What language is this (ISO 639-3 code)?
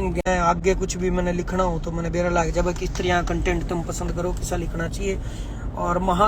bgc